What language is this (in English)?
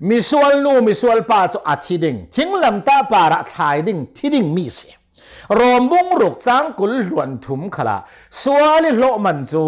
Hakha Chin